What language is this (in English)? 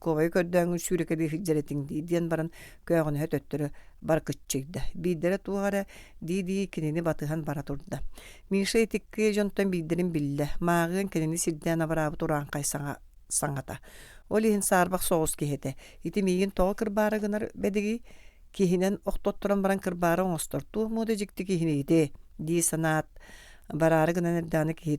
Yakut